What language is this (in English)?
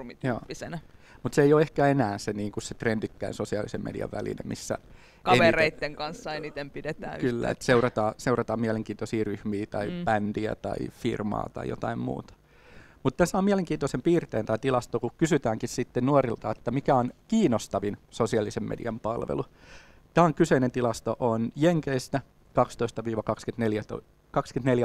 Finnish